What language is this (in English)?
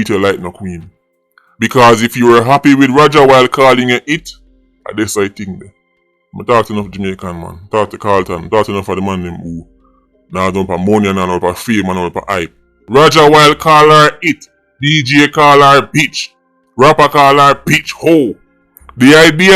Jamaican Creole English